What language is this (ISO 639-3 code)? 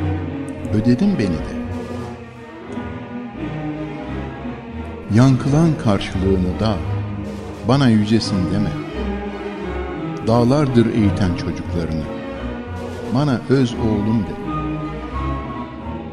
tur